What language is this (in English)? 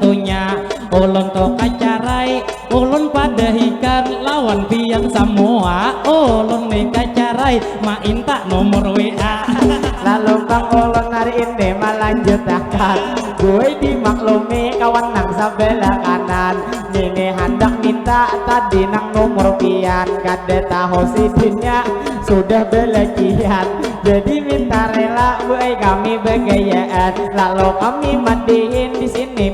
Banjar